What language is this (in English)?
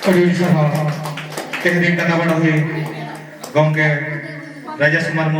Santali